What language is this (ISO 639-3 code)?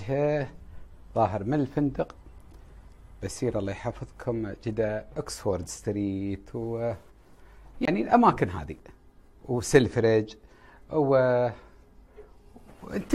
afb